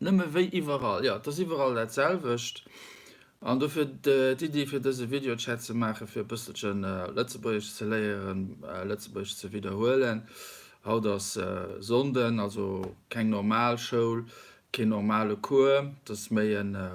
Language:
Luxembourgish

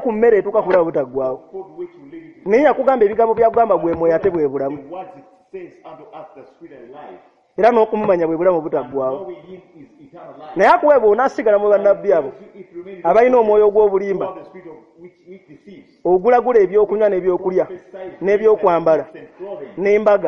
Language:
Ganda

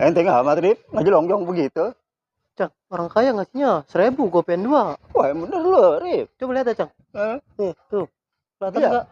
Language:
Betawi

